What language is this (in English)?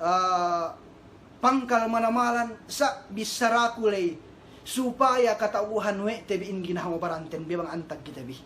Yakan